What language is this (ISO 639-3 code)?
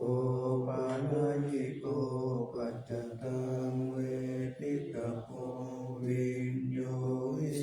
pli